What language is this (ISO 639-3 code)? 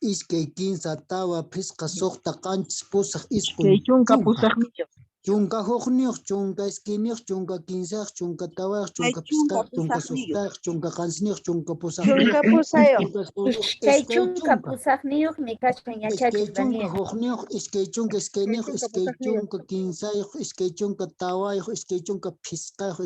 que